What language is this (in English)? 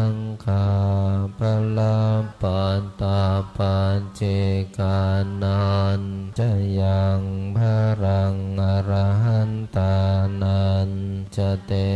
Pali